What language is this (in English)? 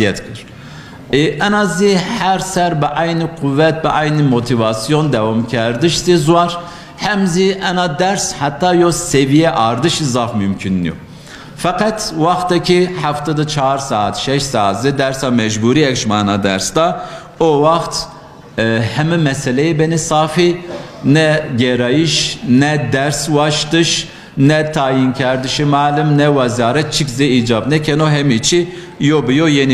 Zaza